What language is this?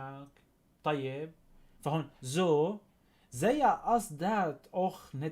North Levantine Arabic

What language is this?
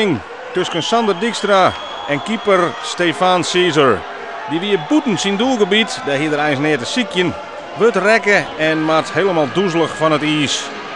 Western Frisian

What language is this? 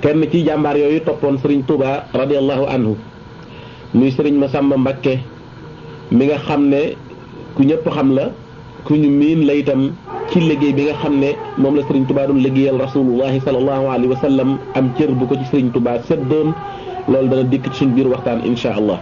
Wolof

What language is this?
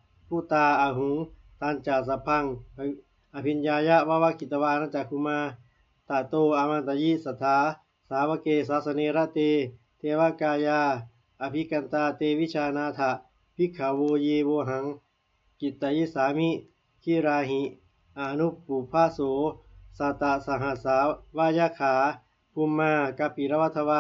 Pali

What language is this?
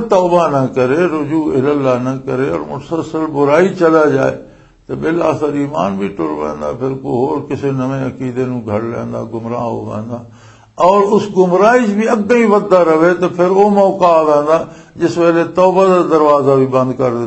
Western Panjabi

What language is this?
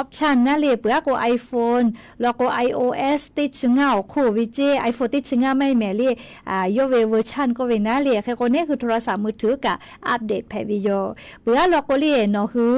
Lahu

